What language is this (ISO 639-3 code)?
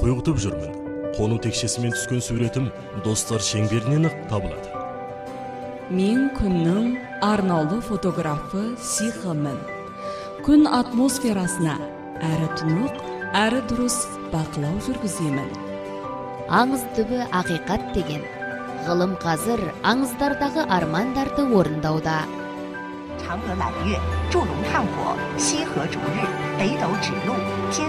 kaz